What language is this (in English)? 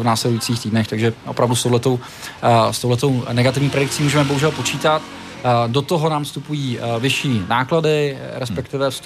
Czech